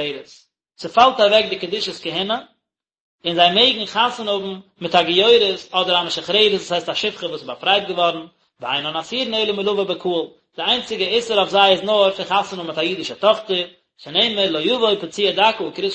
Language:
Yiddish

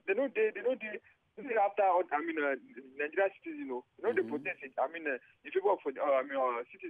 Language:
Nigerian Pidgin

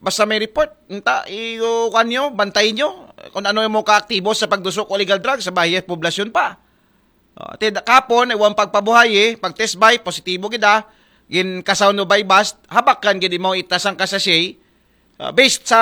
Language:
Aklanon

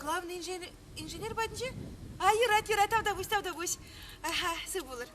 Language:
Chuvash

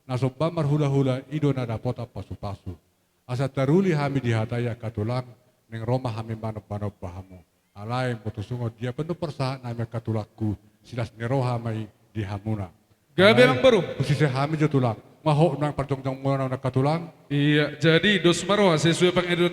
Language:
Batak Toba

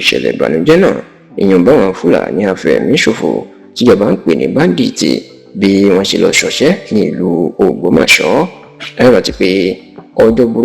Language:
Yoruba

